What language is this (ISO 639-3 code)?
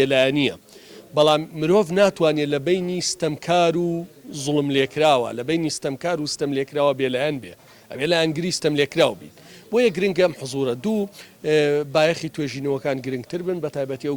ckb